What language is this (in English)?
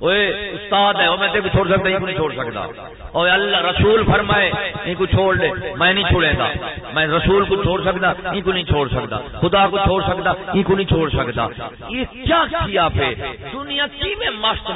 Saraiki